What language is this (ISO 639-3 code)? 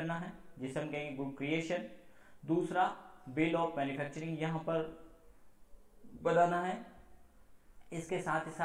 hin